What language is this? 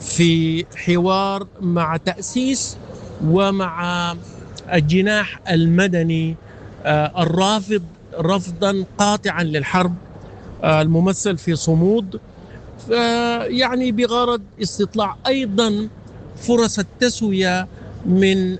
Sudanese Arabic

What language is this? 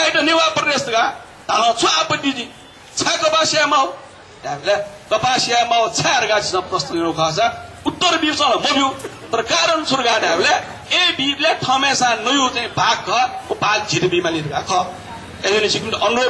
Newari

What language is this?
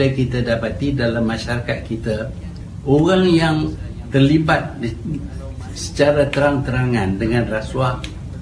Malay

